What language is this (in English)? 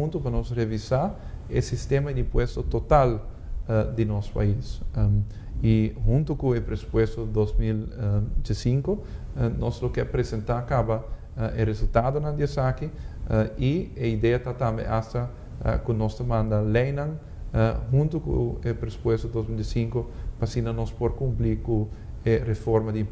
Papiamento